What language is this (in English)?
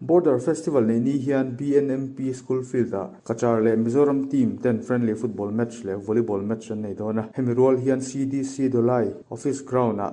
Mizo